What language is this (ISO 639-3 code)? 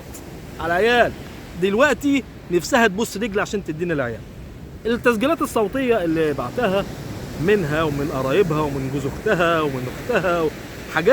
arz